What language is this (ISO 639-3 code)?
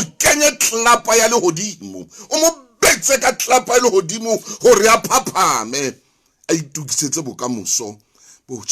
sot